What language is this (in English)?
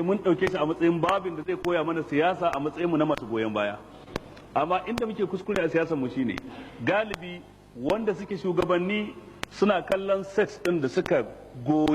Hausa